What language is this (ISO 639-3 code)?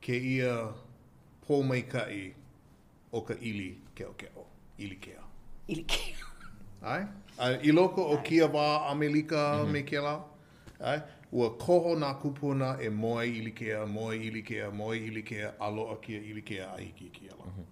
haw